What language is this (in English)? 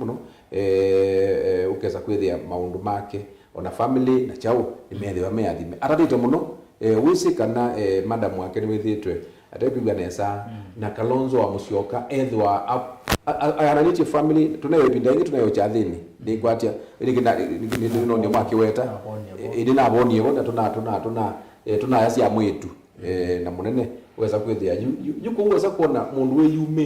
Kamba